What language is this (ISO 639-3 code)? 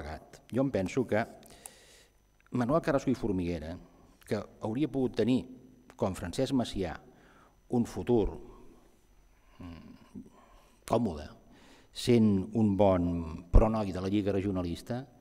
cat